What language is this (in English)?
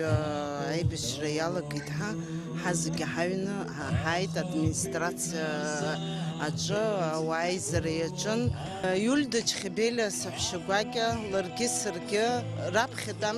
Abkhazian